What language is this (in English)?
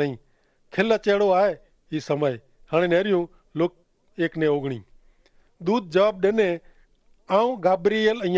Kachhi